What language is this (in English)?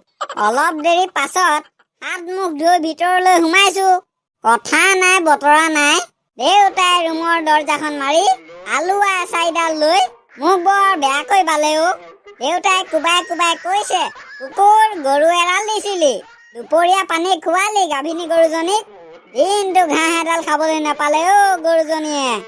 Assamese